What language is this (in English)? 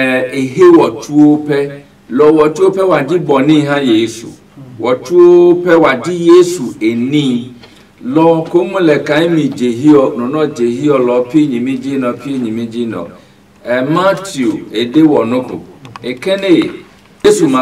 Adangme